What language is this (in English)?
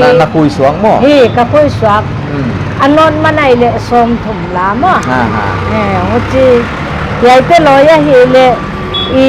Paite Chin